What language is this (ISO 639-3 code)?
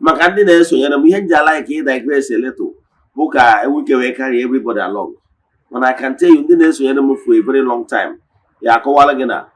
ibo